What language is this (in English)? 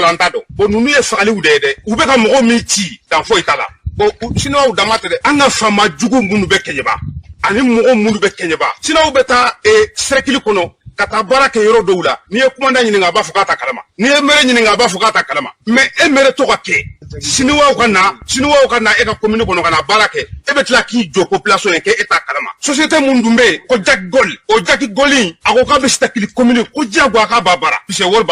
Bambara